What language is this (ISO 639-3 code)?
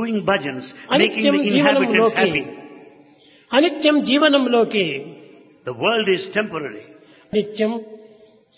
tel